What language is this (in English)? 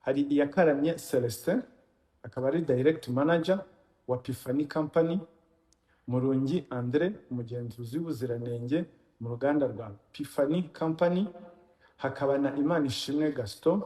Kinyarwanda